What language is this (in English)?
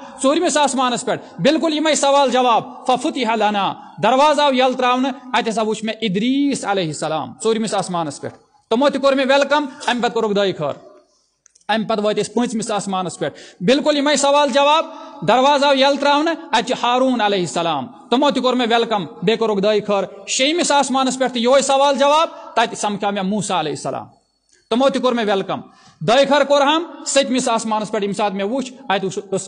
Kashmiri